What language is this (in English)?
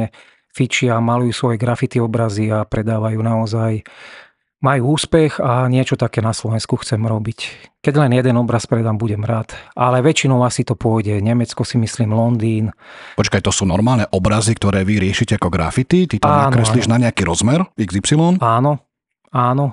Slovak